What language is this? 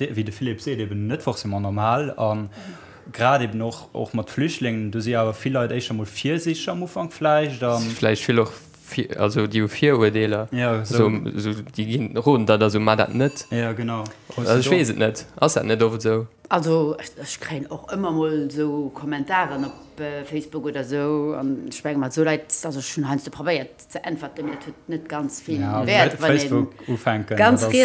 Luxembourgish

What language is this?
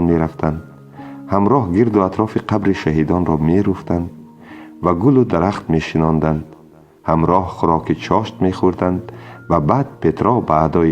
Tajik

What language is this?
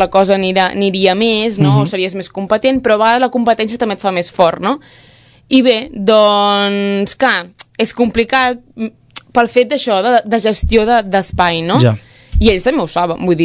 Catalan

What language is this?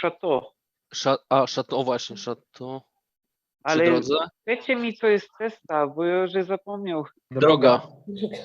Silesian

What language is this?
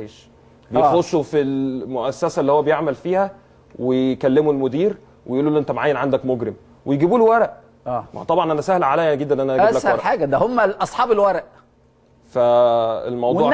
Egyptian Arabic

